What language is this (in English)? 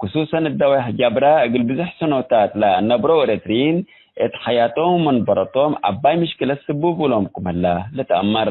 Tigre